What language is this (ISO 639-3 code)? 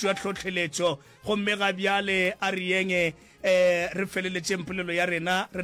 nso